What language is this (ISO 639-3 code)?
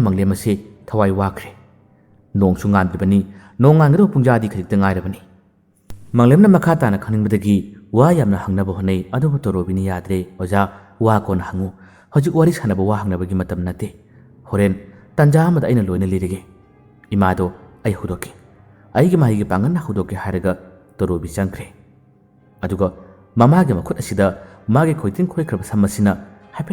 mni